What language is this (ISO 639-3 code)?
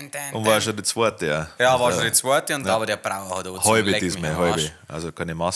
bar